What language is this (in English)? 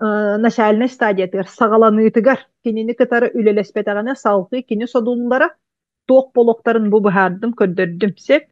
Yakut